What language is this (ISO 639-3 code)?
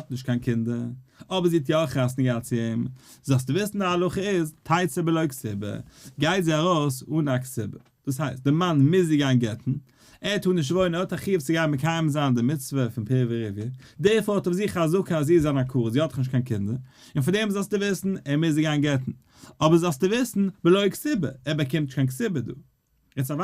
yid